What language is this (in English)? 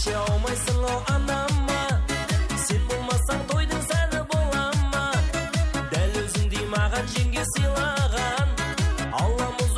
Kara-Kalpak